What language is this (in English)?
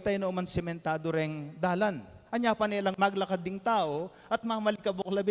Pampanga